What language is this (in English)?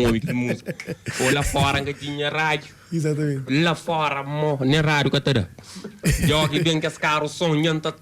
Kabuverdianu